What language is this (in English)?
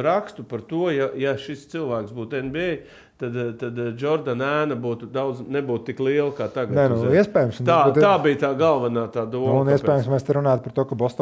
Latvian